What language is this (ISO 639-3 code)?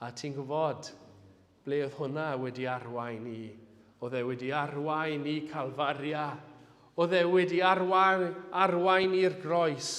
cym